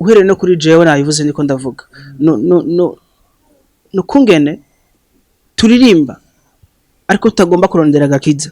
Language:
Rundi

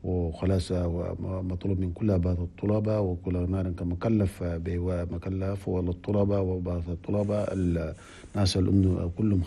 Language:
Chadian Arabic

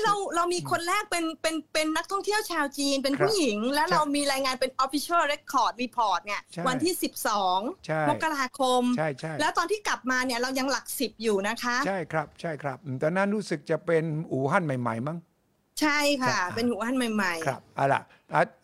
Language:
Thai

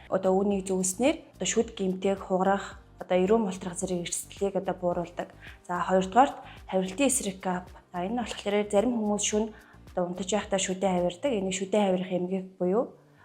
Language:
Mongolian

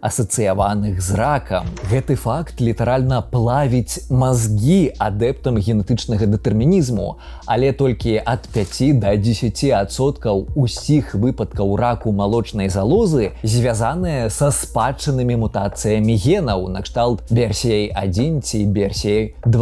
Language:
Belarusian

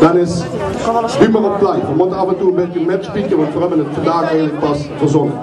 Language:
Limburgish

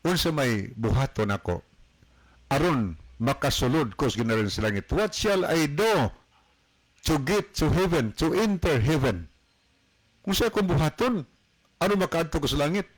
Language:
Cebuano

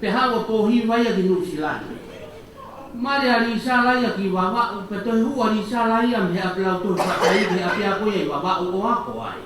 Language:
Tongan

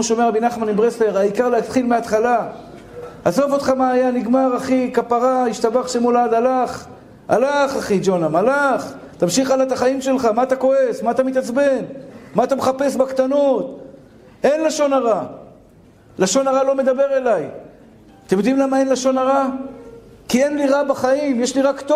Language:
Hebrew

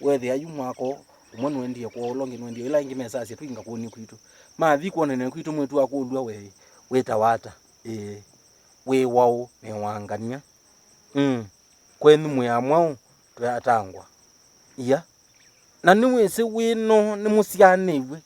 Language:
Kamba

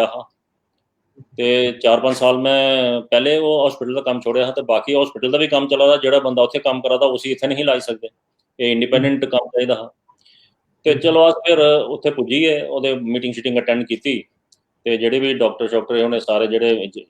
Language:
Dogri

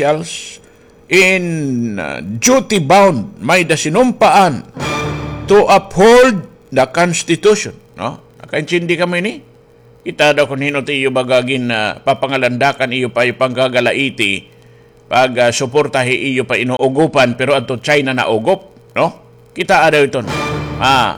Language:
Waray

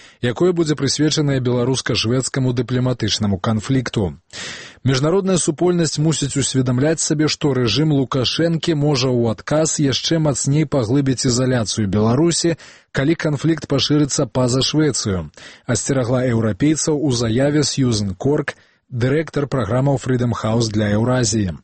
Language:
Belarusian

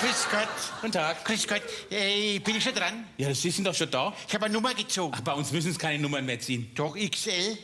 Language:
Bavarian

